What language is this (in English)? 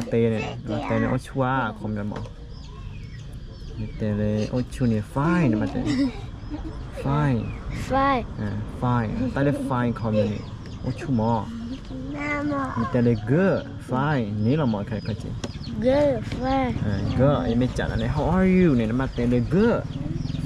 S'gaw Karen